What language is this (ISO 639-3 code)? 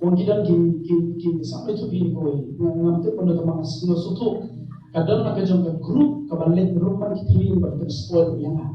kha